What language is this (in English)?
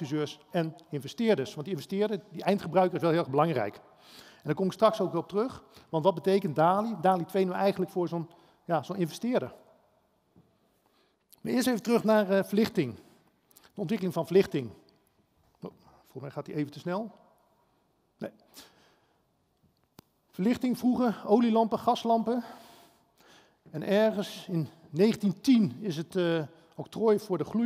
Dutch